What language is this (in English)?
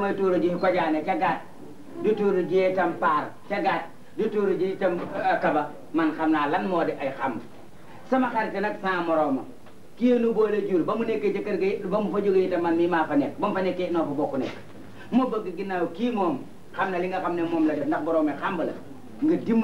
Wolof